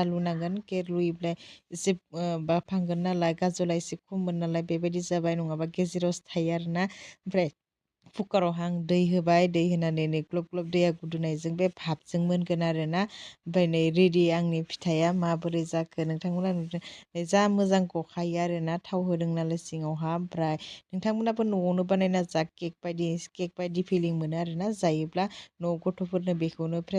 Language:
Bodo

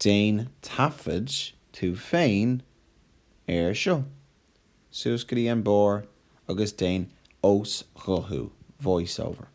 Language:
Irish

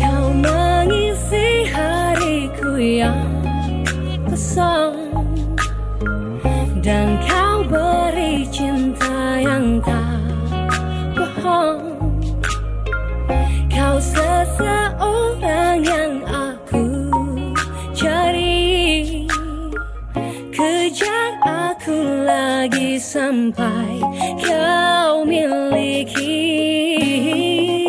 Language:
Indonesian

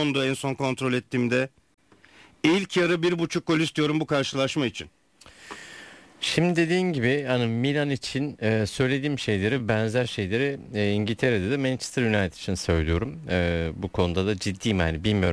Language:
Turkish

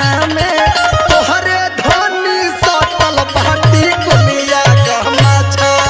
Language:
Bhojpuri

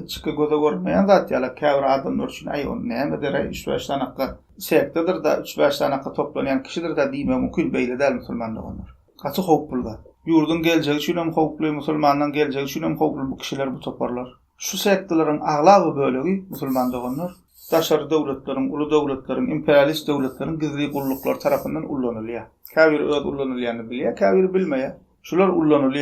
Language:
Turkmen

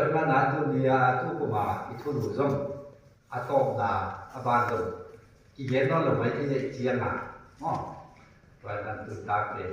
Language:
Tedim Chin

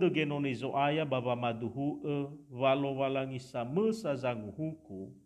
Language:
Nias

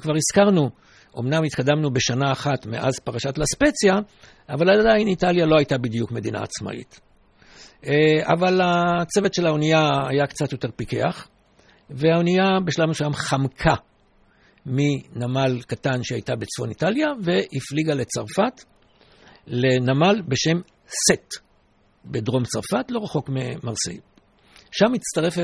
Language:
Hebrew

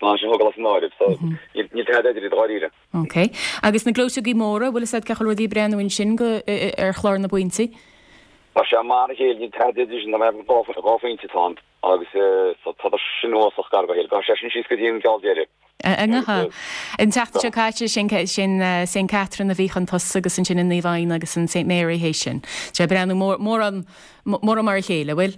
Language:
Irish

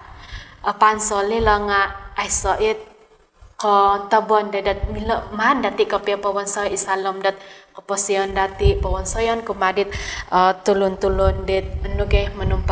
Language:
Central Dusun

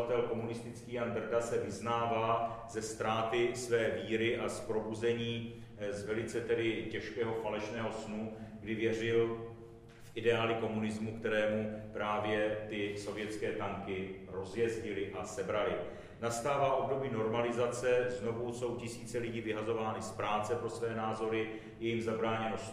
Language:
Czech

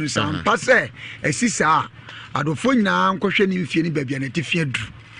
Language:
Akan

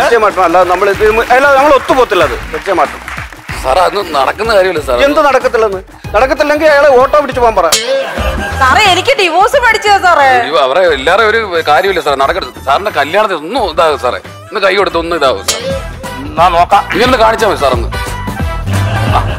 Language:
Malayalam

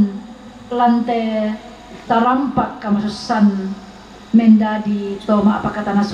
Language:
Toraja-Sa'dan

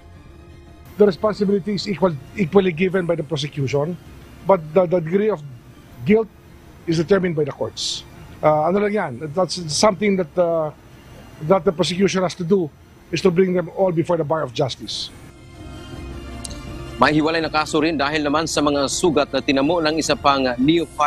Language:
Filipino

